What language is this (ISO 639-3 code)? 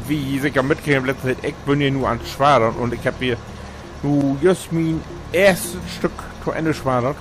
nds